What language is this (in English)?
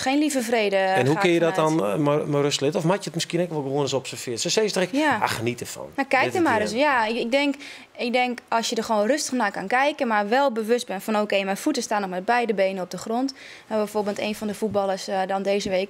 Western Frisian